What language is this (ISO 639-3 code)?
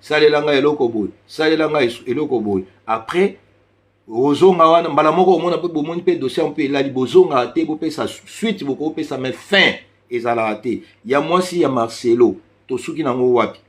lin